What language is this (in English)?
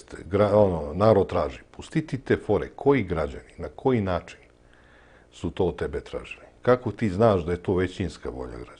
Serbian